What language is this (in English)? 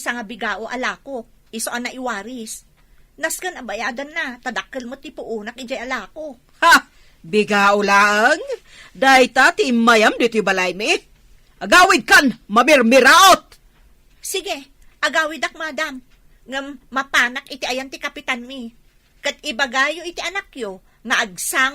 Iloko